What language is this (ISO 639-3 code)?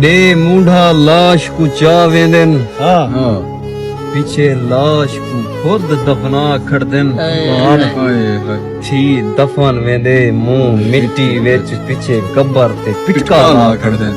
skr